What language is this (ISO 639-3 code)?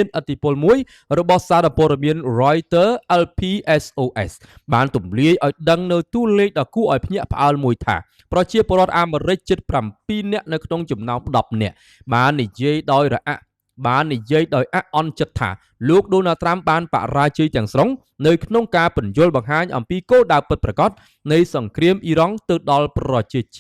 khm